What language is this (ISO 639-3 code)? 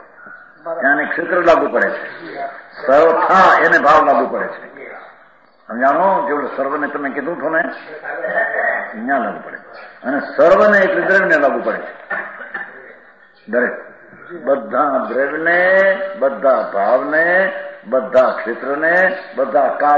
guj